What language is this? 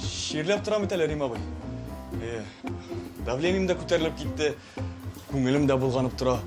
Tatar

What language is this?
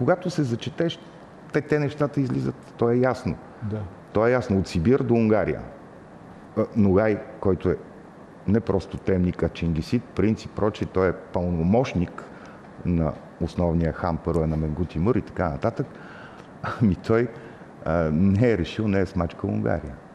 Bulgarian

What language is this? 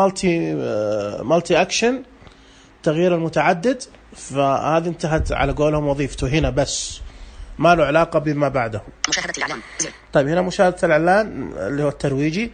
Najdi Arabic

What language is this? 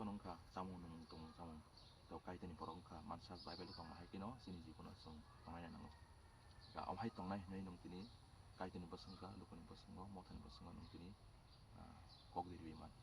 Kok Borok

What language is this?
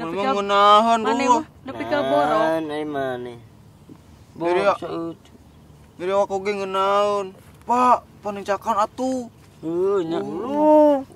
Sundanese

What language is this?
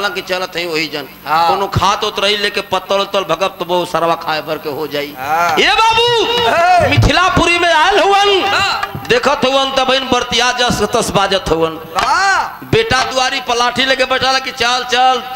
Bhojpuri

